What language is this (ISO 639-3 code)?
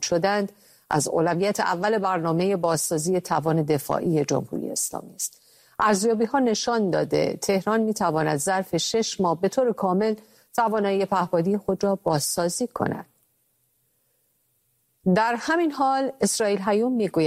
fas